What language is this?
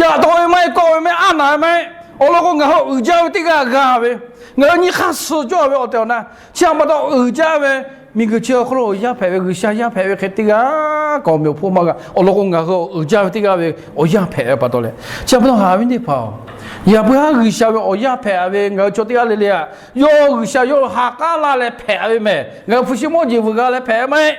Lahu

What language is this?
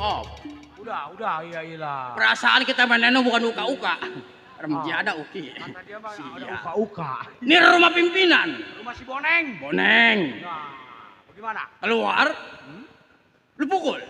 Betawi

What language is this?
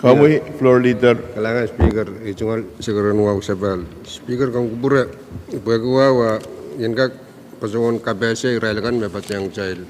Pohnpeian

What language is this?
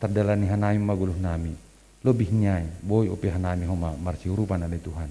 Batak Simalungun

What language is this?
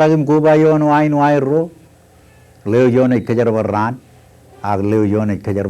Marshallese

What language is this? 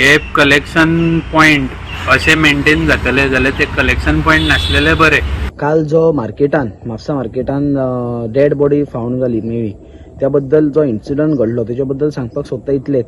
Konkani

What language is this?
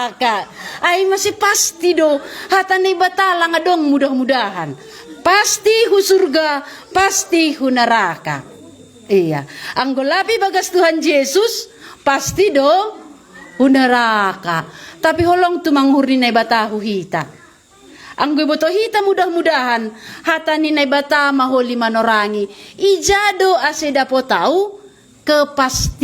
Batak Simalungun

